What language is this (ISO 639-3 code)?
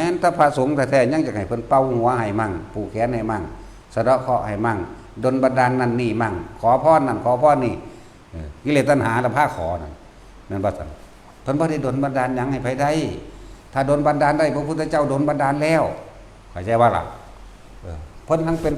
tts